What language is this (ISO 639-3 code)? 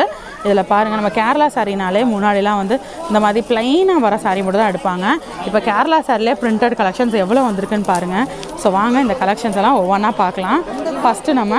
tam